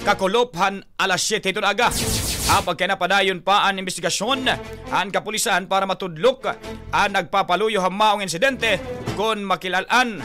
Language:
Waray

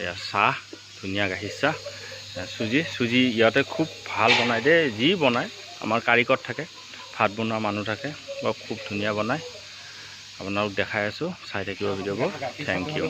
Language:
Assamese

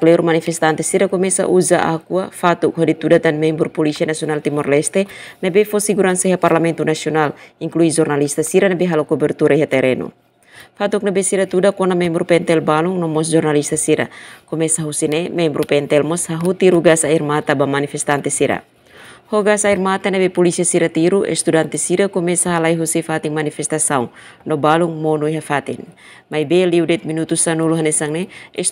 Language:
Tetum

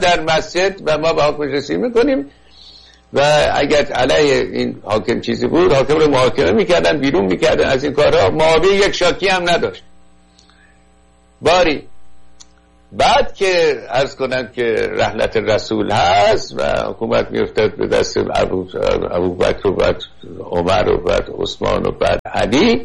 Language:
Persian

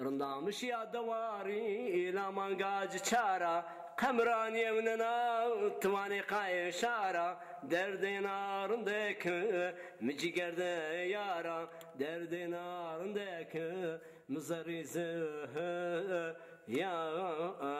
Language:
Zaza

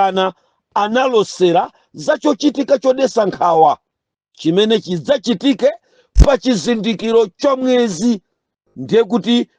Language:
Nyanja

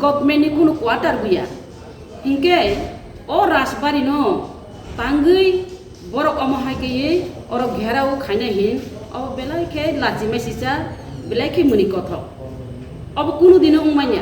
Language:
Kok Borok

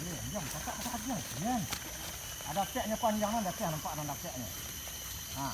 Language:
Minangkabau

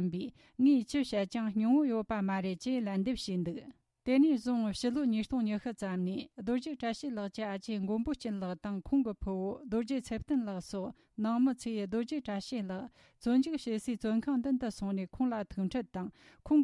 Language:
Tibetan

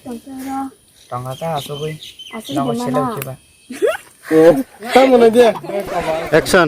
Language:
Kok Borok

